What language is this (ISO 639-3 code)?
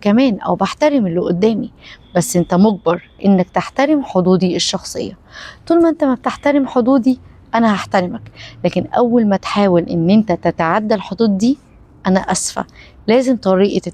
arz